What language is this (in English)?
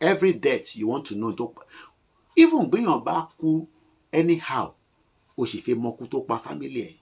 Yoruba